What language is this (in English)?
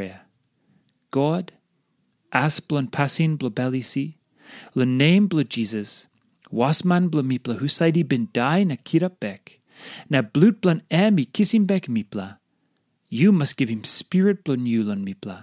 Tok Pisin